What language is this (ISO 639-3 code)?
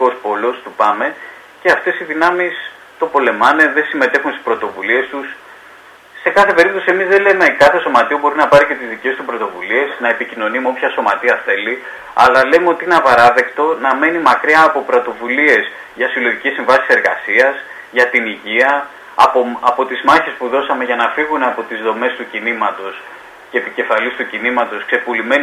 ell